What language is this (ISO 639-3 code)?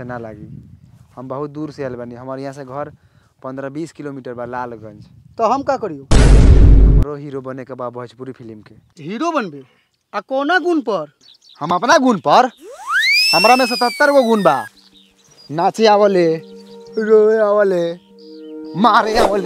bho